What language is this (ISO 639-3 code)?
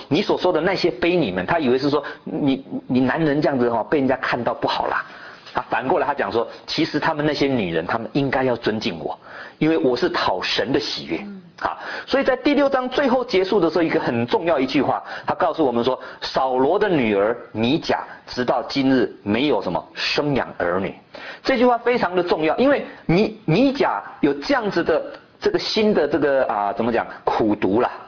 zho